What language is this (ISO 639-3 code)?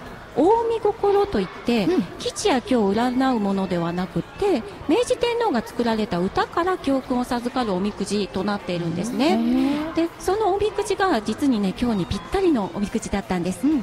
jpn